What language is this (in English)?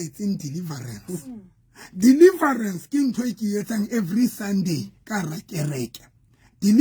Southern Sotho